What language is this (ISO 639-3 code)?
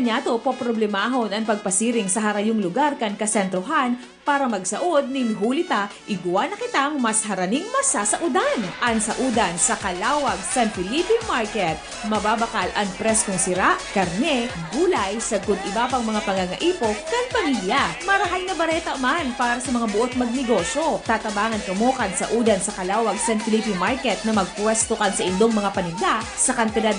bik